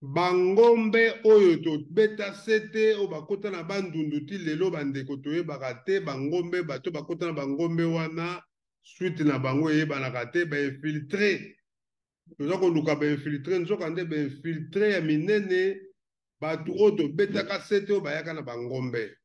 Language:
Lingala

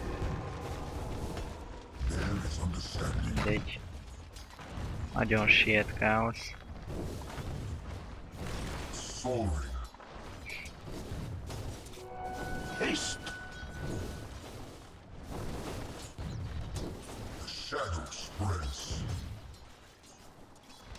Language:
Hungarian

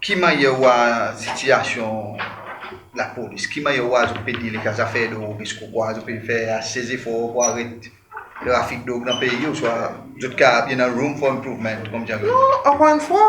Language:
Seselwa Creole French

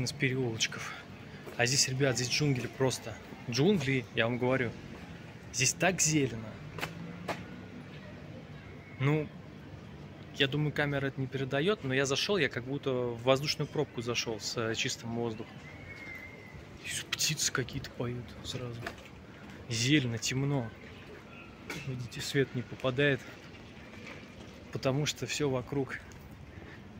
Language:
Russian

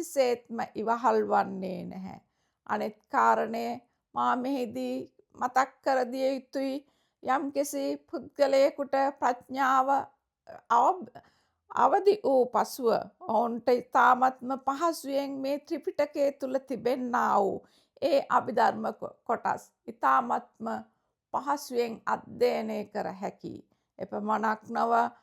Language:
Sinhala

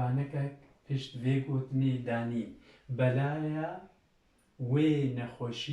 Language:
Kurdish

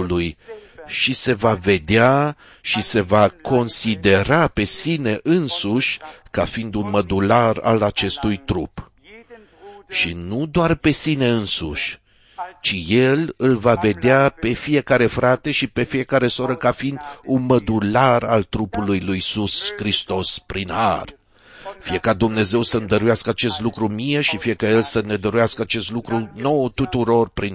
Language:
Romanian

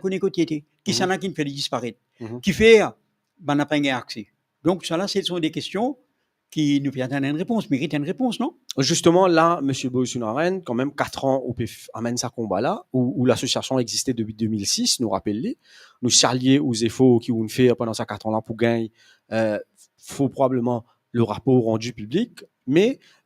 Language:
Morisyen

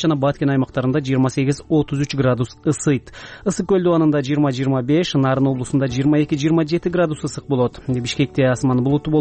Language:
Kyrgyz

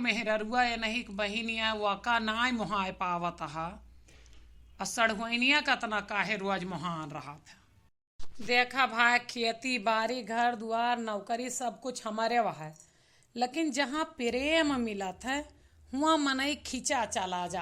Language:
Awadhi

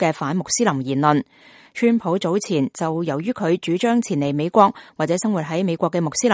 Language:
Cantonese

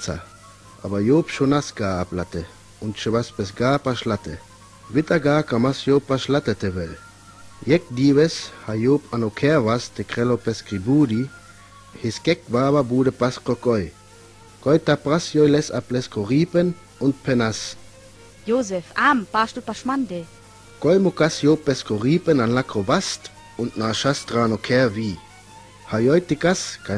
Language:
Sinte Romani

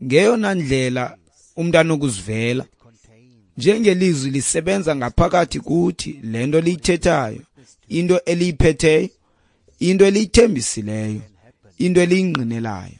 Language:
Xhosa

